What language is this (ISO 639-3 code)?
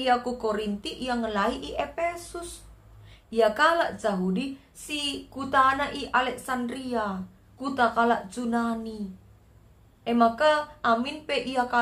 btx